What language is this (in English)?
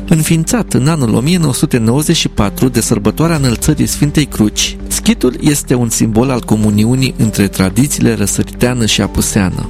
Romanian